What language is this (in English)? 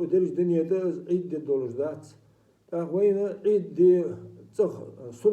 Ingush